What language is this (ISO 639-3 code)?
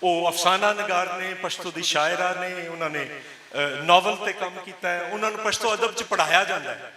lah